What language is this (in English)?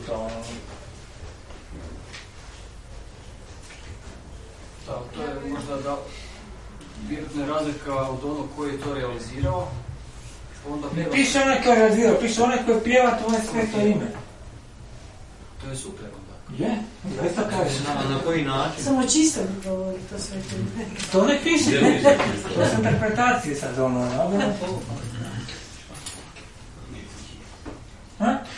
Croatian